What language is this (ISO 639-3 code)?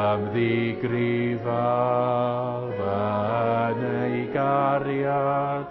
cym